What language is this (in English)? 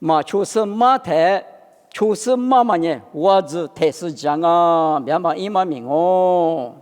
Lisu